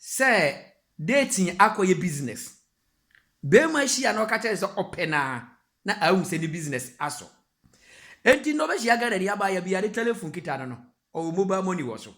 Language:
Akan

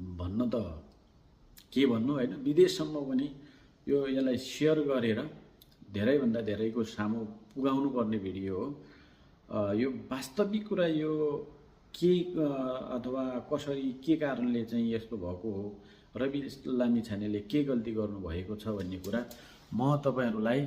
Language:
Nepali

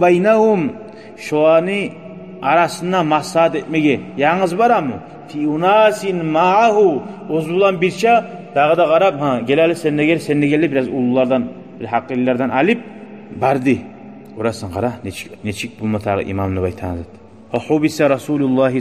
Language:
Kumyk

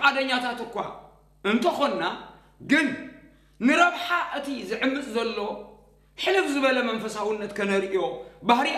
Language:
Tigrinya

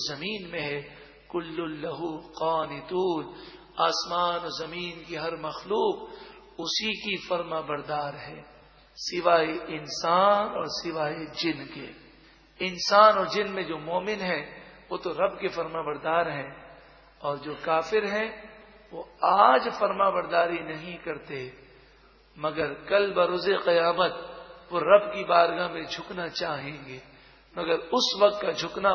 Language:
Urdu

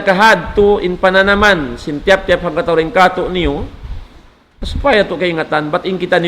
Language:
Tausug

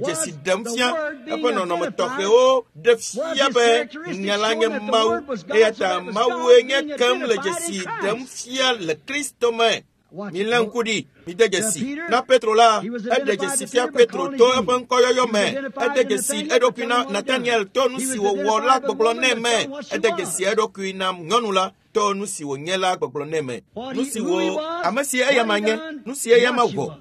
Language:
Ewe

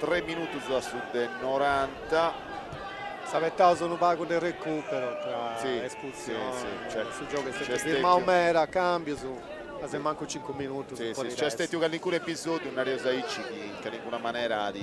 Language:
Sardinian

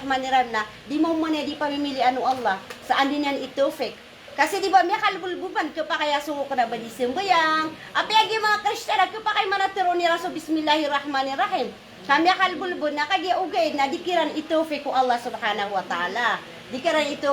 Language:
Maranao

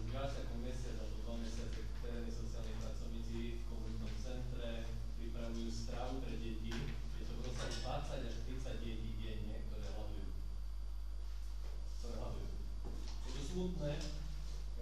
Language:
Slovak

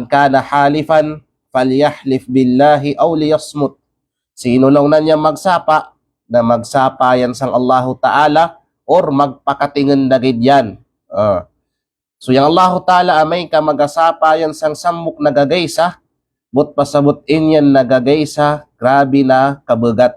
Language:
Kalagan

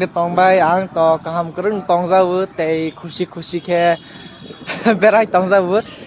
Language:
Kok Borok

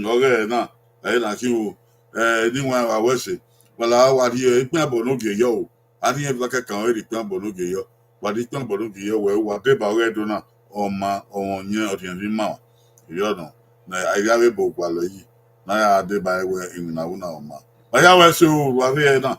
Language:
Bini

